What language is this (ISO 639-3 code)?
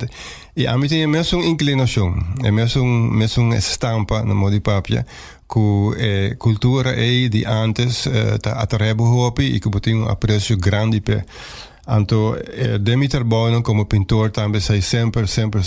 pap